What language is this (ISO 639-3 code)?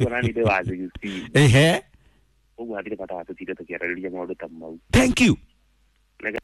kik